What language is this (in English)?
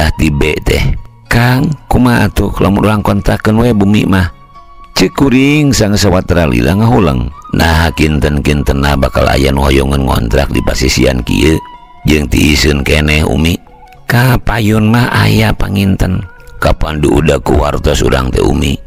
Sundanese